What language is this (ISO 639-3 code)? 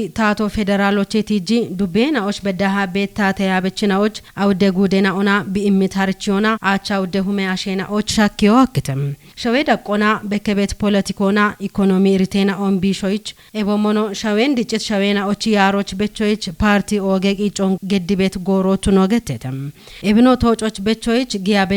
kbr